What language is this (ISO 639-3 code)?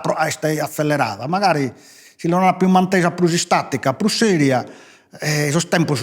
srd